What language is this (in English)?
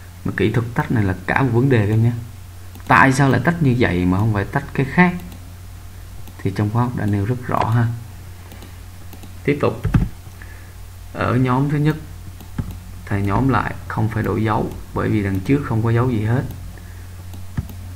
Vietnamese